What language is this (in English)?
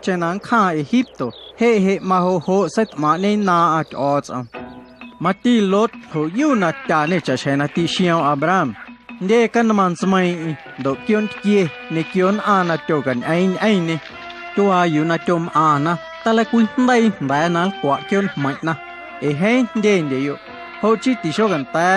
Guerrero Amuzgo